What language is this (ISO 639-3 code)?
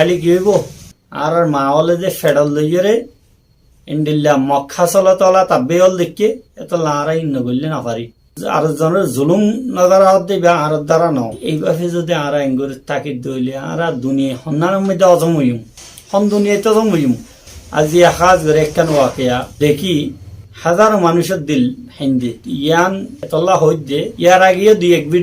rhg